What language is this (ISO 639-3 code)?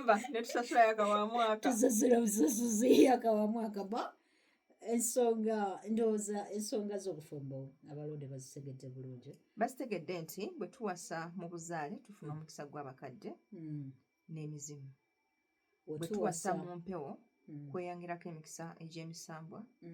lug